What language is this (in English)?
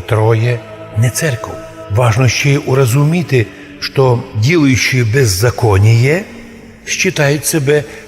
Rusyn